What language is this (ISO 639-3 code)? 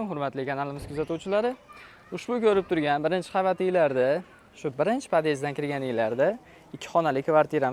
uzb